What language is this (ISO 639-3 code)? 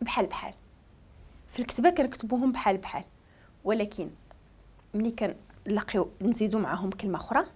ary